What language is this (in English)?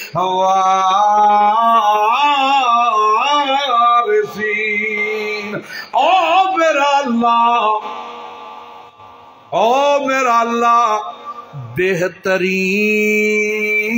Urdu